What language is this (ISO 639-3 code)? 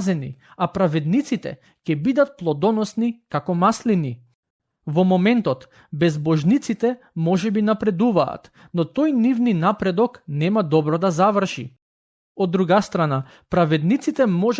mkd